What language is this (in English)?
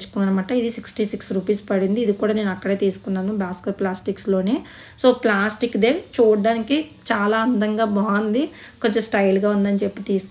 Telugu